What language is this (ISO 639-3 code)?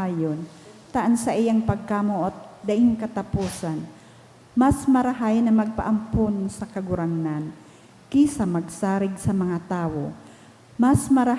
bik